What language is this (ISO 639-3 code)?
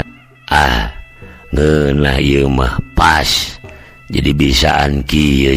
sun